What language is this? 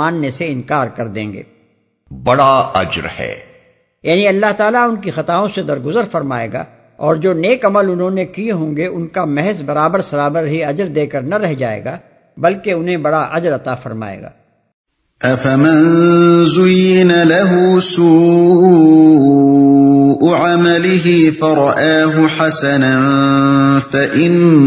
Urdu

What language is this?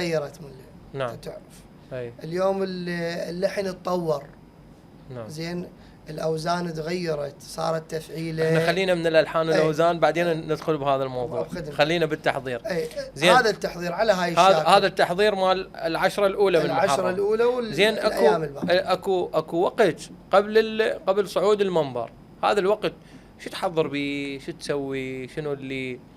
Mesopotamian Arabic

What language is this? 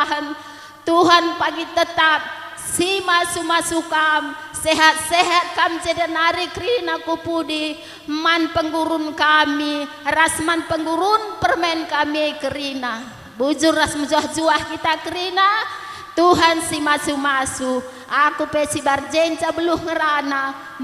Batak Karo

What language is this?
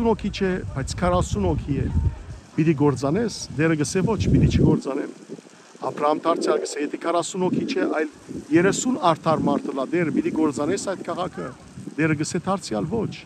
Western Armenian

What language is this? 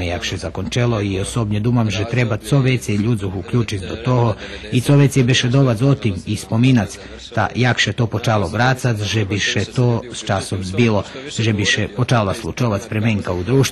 Rusyn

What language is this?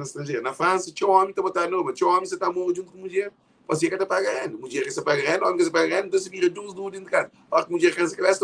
Kabuverdianu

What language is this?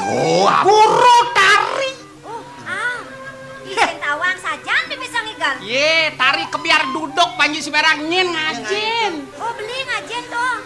Balinese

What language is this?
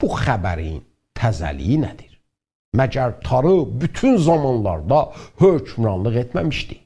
South Azerbaijani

